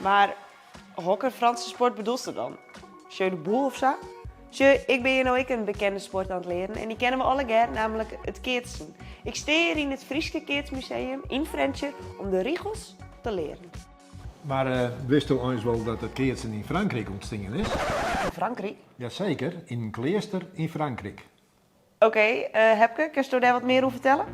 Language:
Western Frisian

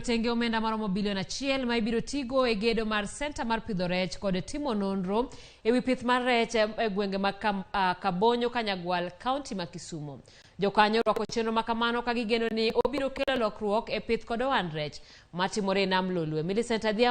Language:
Luo (Kenya and Tanzania)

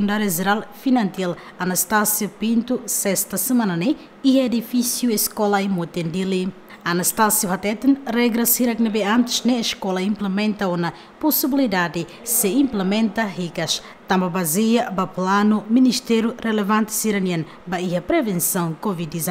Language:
Tetum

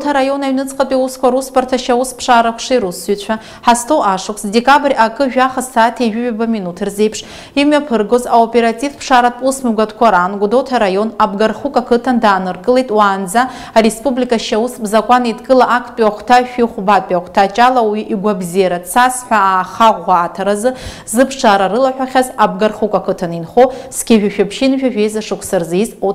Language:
Abkhazian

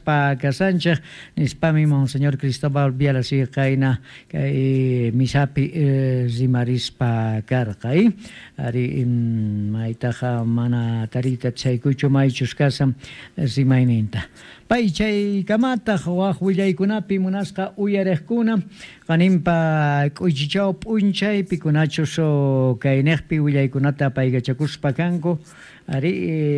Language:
Quechua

